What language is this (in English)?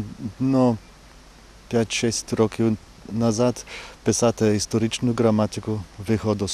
Rusyn